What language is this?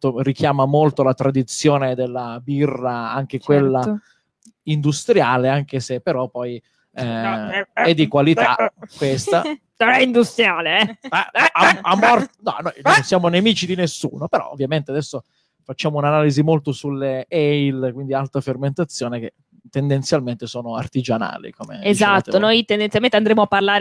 Italian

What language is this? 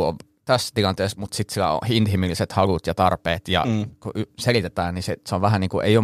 Finnish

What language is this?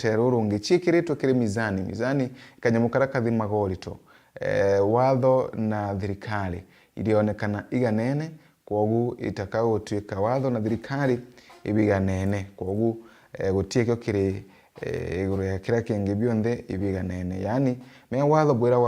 Meru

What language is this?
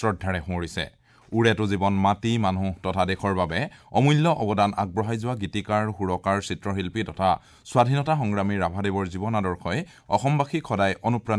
Assamese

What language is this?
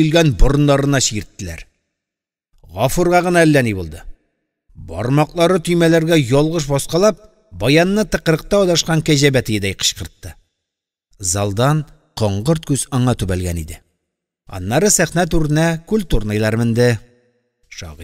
Tatar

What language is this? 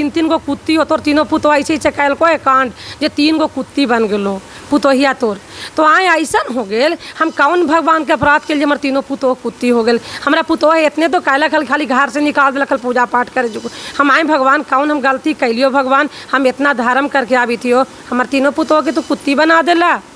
Magahi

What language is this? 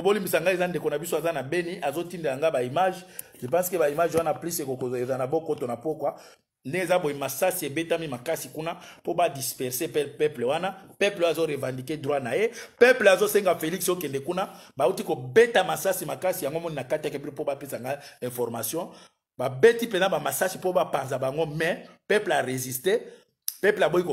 Lingala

